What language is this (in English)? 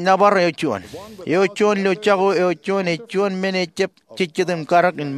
Marshallese